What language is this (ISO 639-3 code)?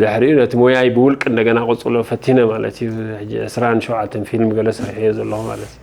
tir